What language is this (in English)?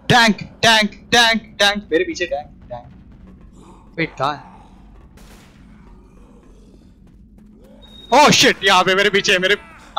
Hindi